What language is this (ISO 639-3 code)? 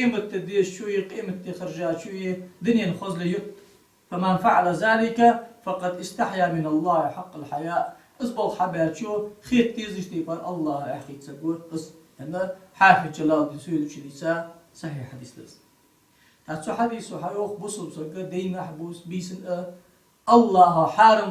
inh